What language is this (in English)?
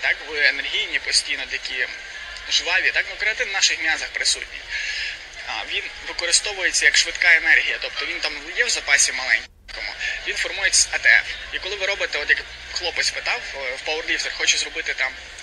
Ukrainian